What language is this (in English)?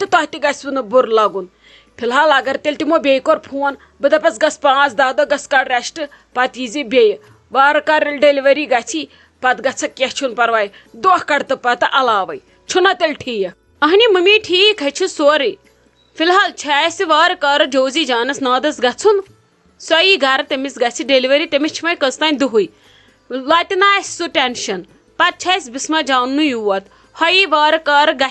Kashmiri